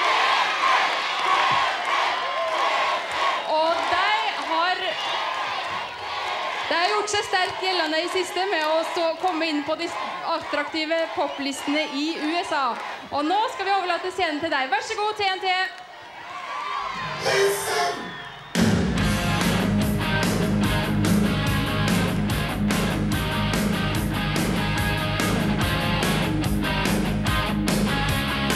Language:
Norwegian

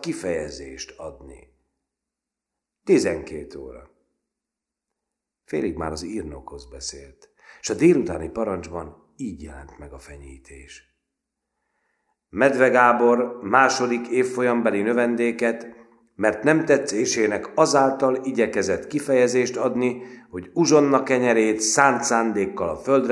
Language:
Hungarian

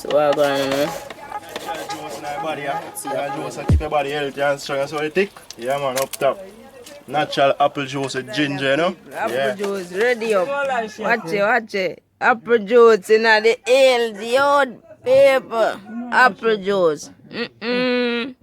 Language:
Jamaican Creole English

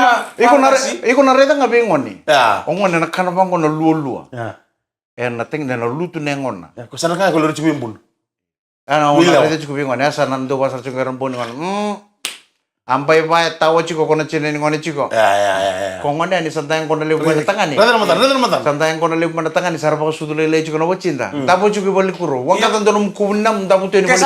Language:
Fijian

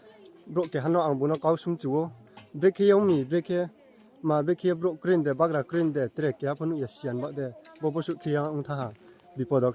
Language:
Riang (India)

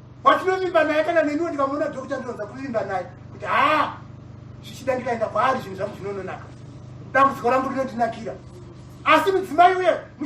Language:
Shona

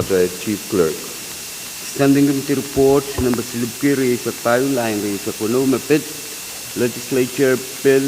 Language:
Pohnpeian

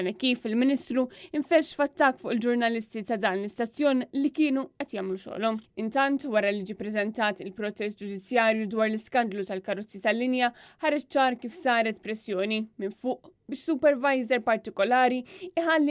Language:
Maltese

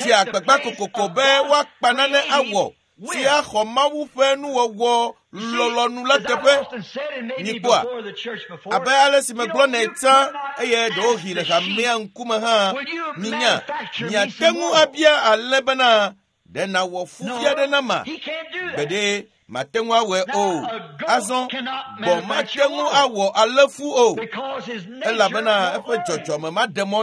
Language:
Ewe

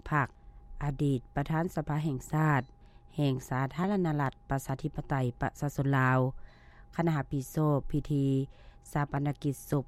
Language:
Lao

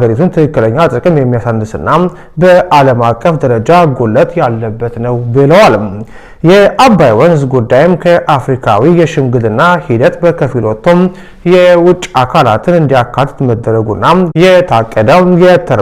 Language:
Amharic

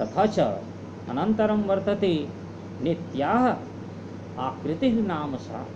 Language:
Sanskrit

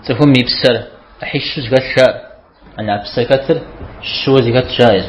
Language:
Kabardian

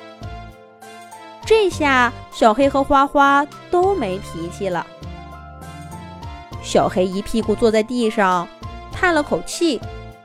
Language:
Chinese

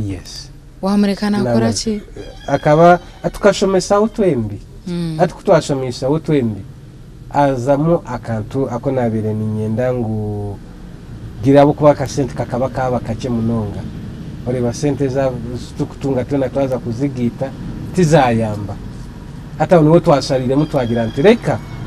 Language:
Nyankole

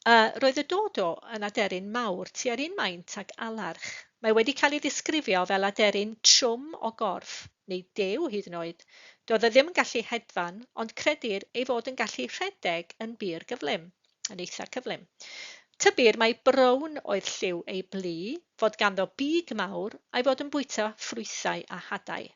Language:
Welsh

